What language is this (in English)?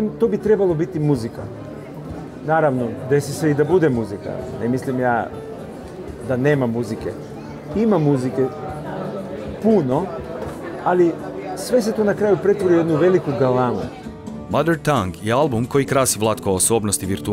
Croatian